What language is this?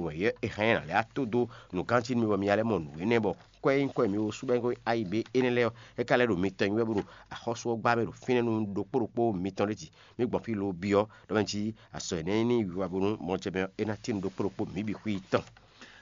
Fon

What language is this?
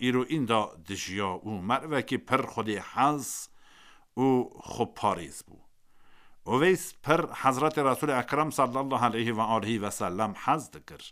Kurdish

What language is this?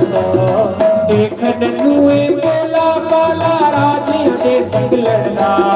Dogri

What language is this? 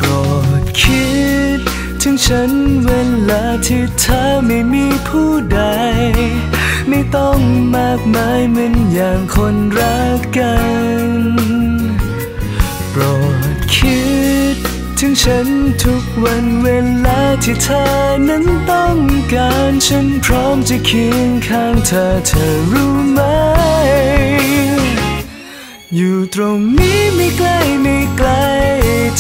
Thai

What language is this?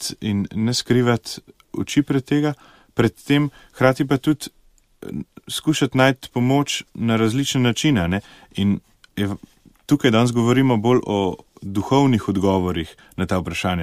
Slovenian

